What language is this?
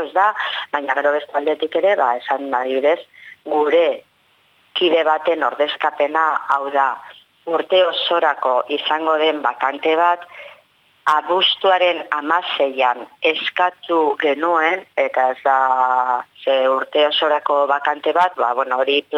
Basque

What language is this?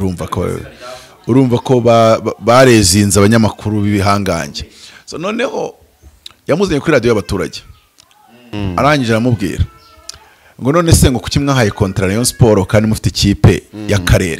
Kinyarwanda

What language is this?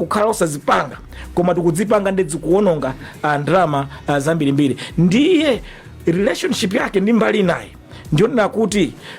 Nyanja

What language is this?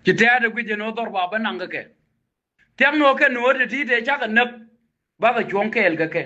Nuer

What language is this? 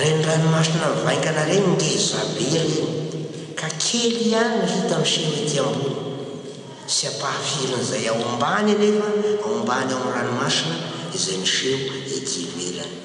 Malagasy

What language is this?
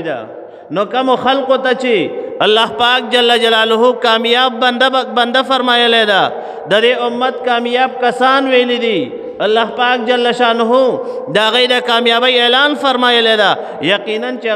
Pashto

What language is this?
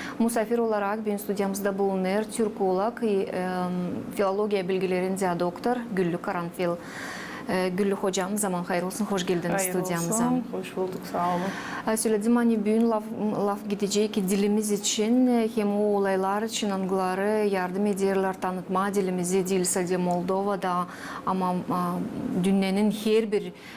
Gagauz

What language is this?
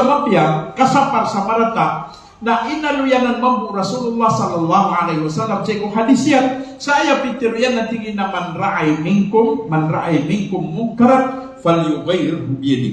Maranao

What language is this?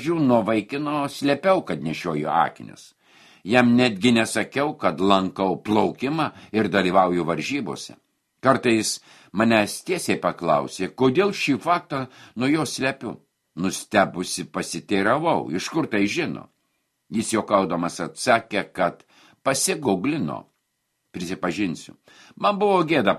Lithuanian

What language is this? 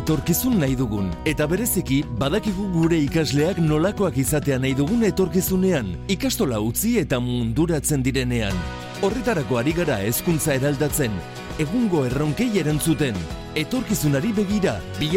Basque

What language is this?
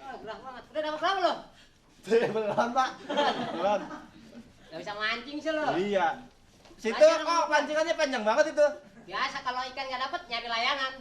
Betawi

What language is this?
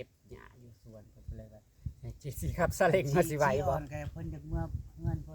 Northeastern Thai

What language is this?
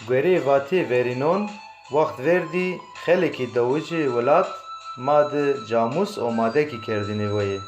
Zaza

